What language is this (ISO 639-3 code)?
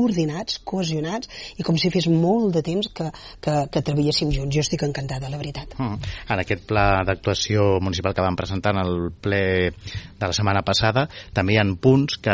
cat